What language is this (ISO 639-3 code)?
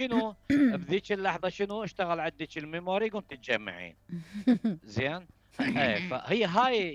acm